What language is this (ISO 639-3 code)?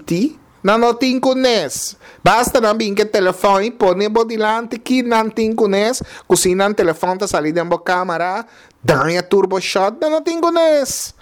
pap